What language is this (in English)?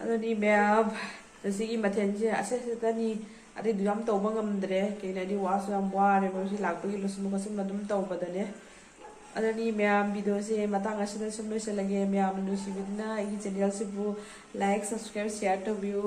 Manipuri